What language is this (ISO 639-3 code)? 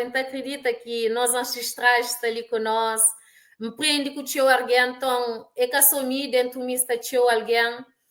kea